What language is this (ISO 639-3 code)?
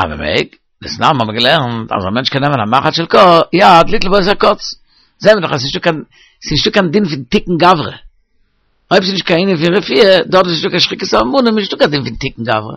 yid